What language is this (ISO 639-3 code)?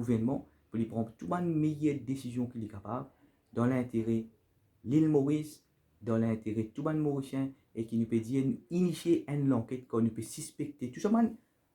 mfe